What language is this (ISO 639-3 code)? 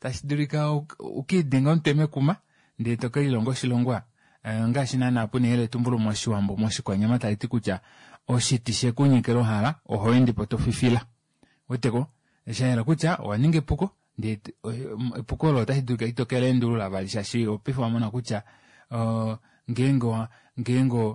kua